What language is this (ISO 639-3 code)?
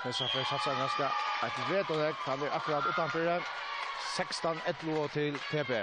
fao